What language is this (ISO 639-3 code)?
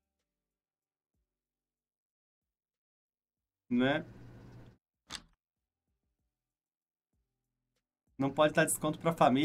por